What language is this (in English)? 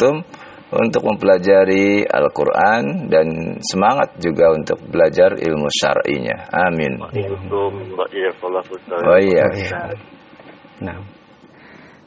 Indonesian